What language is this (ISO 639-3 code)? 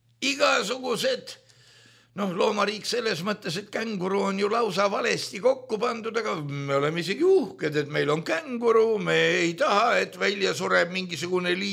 est